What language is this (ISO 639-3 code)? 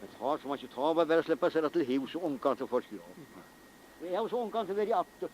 fao